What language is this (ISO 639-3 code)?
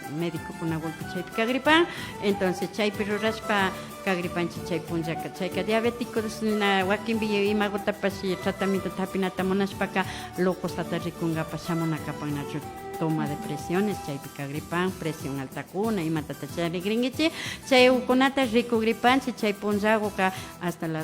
qvi